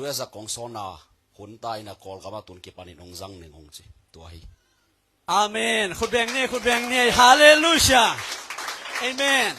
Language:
Tedim Chin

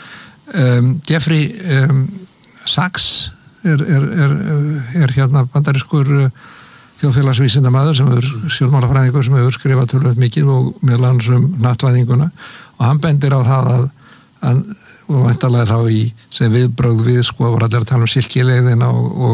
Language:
Icelandic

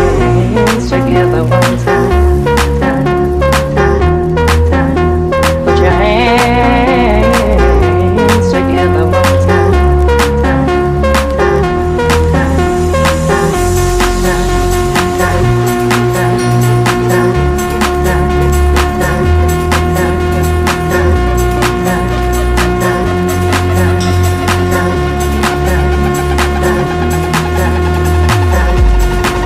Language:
English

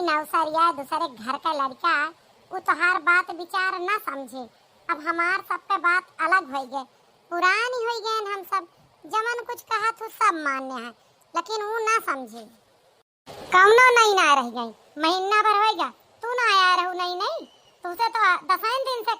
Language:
Awadhi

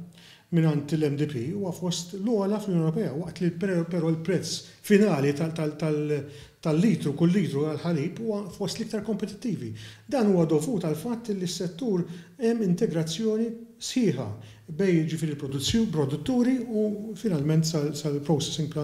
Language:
Maltese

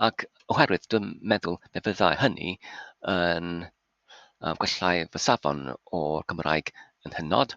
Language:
Welsh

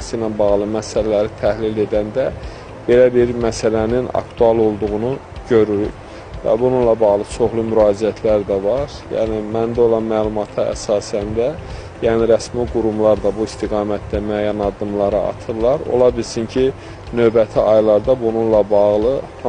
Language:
Azerbaijani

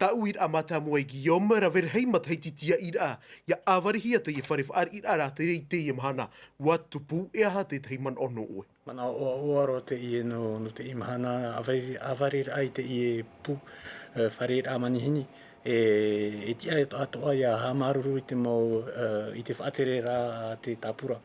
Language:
Tahitian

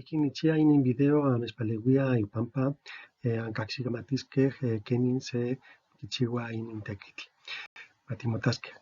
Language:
Eastern Huasteca Nahuatl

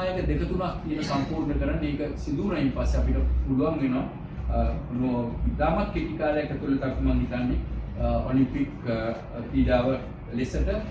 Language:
Sinhala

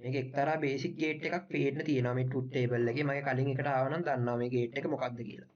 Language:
Sinhala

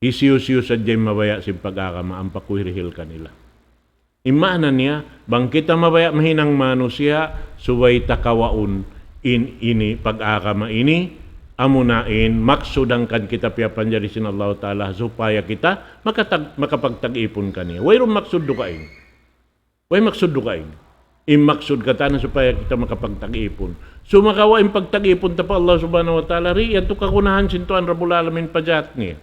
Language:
Tausug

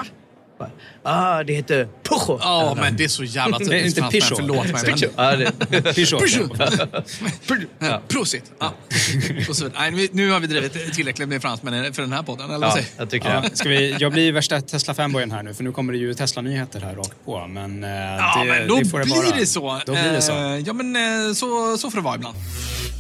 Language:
Swedish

